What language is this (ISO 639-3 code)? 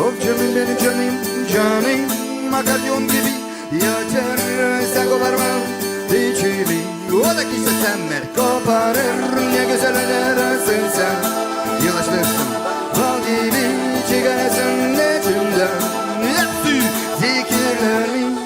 gag